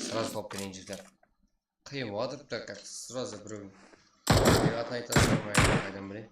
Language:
Kara-Kalpak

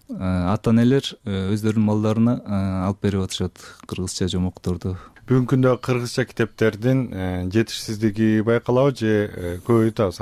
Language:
Kyrgyz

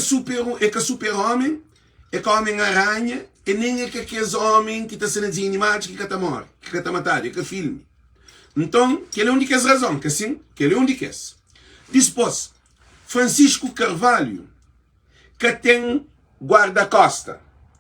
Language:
Kabuverdianu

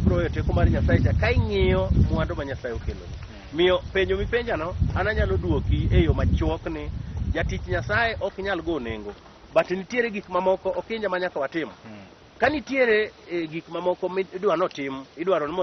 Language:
Luo (Kenya and Tanzania)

